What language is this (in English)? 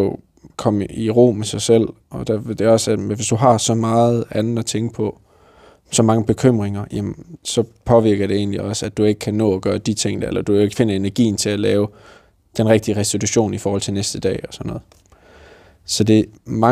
Danish